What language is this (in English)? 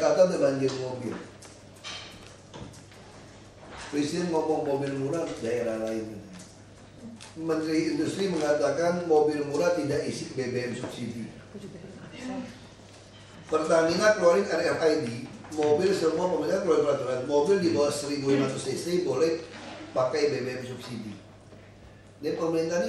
Indonesian